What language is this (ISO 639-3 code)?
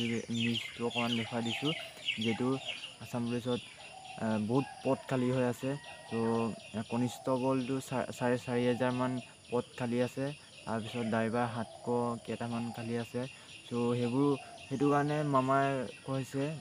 asm